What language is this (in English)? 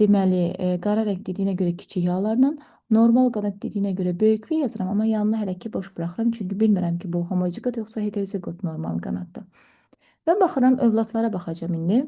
Azerbaijani